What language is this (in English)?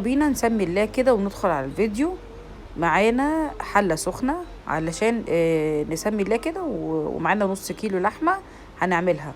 Egyptian Arabic